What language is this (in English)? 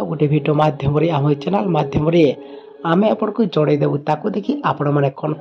Odia